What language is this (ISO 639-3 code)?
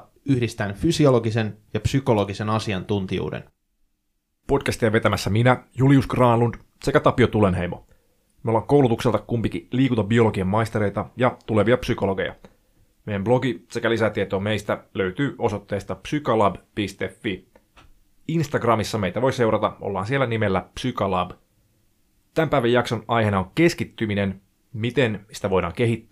fin